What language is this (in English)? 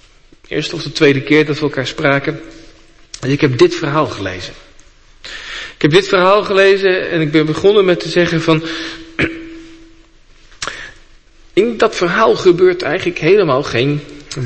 Dutch